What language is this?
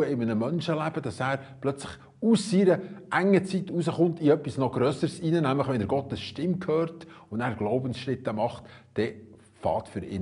Swiss German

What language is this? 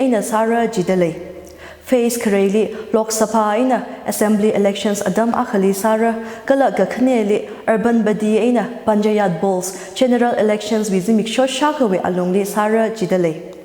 Tangkhul Naga (India)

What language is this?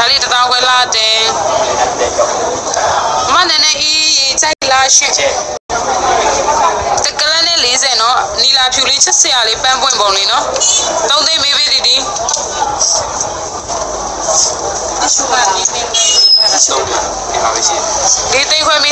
Burmese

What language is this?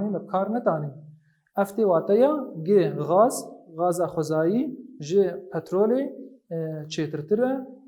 Kurdish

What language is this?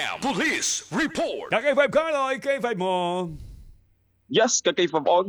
Waray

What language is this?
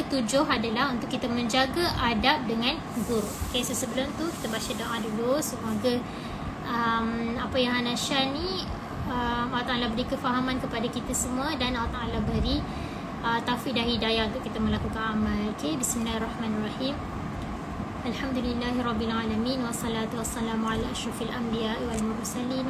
Malay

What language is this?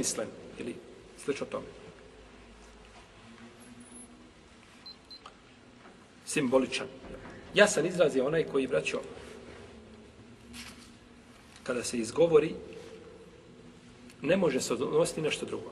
Bosnian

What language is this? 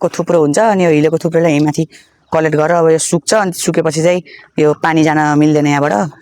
Nepali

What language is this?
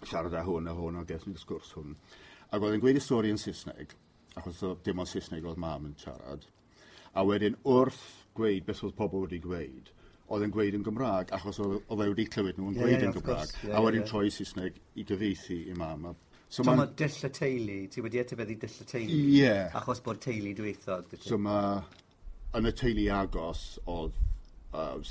Welsh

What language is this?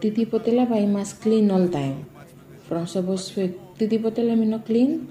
Bislama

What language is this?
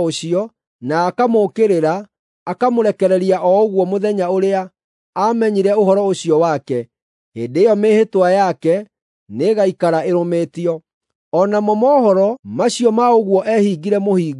Kikuyu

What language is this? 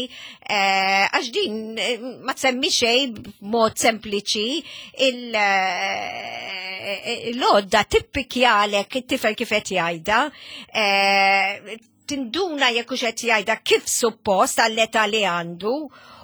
Maltese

